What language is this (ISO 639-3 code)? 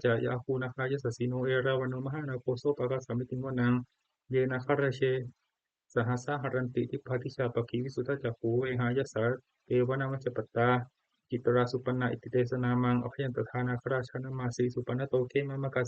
pli